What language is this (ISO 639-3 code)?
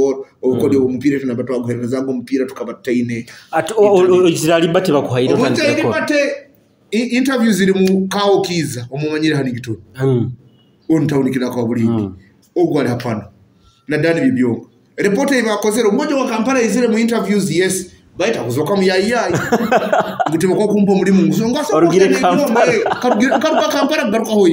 nyo